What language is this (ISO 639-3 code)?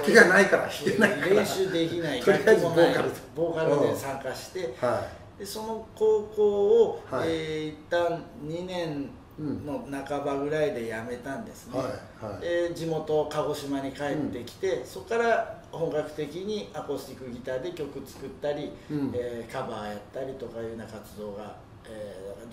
jpn